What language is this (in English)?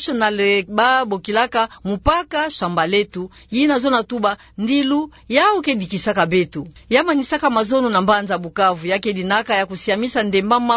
Kituba (Democratic Republic of Congo)